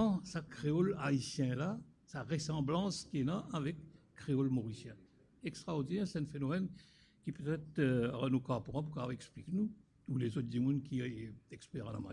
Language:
Morisyen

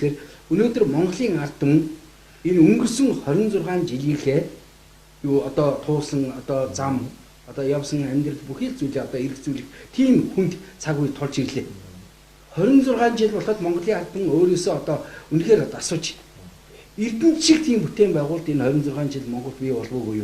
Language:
Mongolian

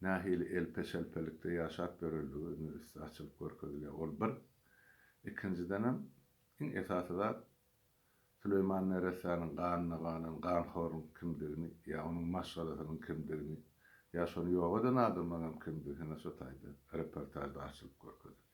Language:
Turkmen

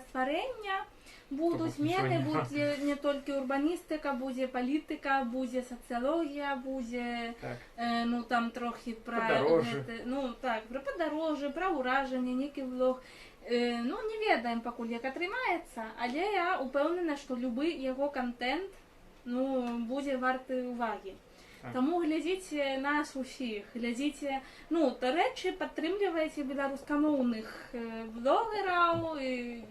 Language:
Belarusian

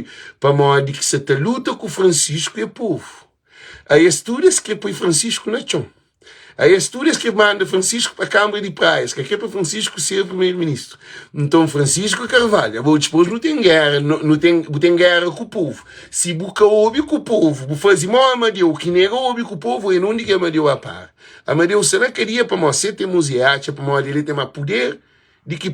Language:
Kabuverdianu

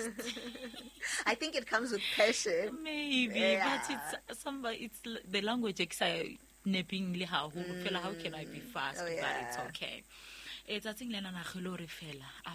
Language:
Southern Sotho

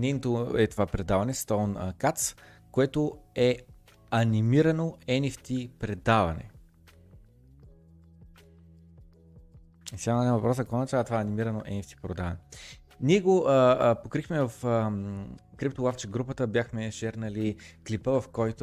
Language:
Bulgarian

